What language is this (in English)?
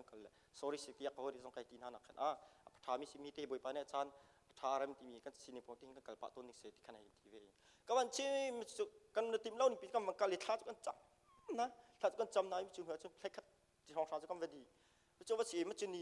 Hakha Chin